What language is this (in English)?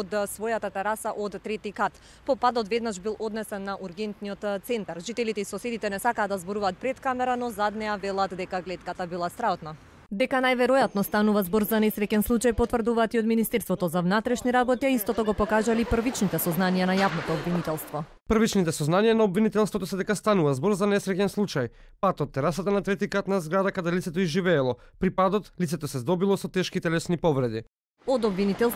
Macedonian